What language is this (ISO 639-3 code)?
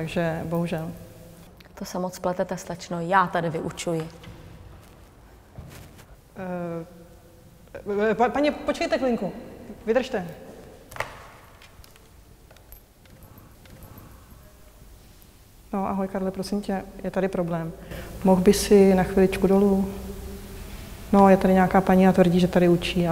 ces